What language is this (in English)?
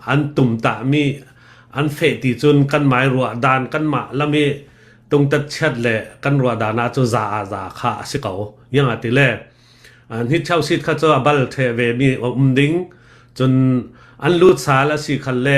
Hakha Chin